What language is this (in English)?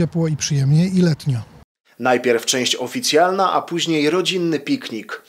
Polish